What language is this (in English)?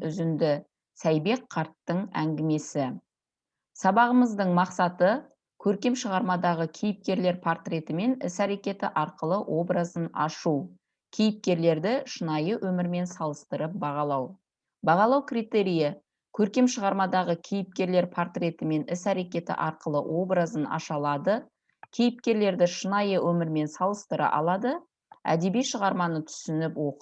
Kazakh